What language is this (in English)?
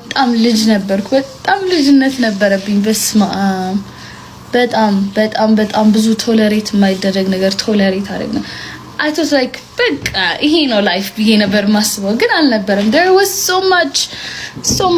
Amharic